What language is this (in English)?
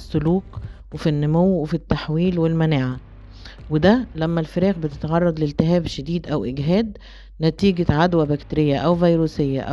Egyptian Arabic